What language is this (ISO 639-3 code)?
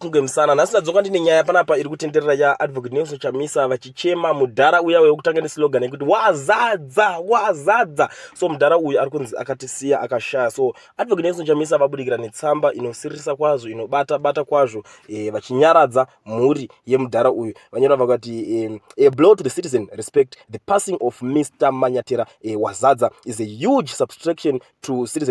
sna